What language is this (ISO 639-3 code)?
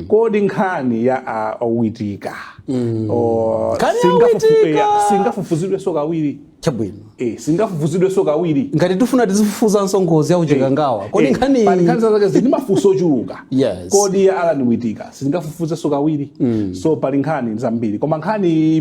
nya